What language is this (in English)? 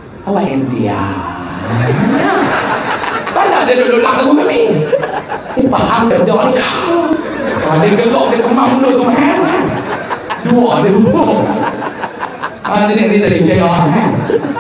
Malay